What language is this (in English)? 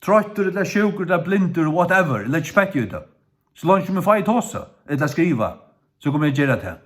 Faroese